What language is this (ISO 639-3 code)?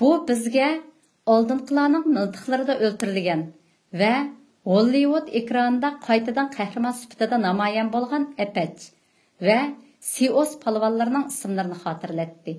uig